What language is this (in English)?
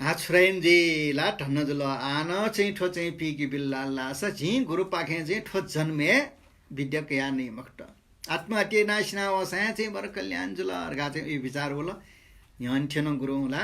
Newari